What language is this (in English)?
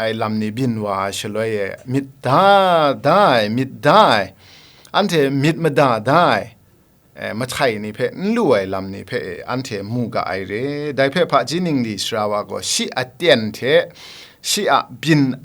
Kachin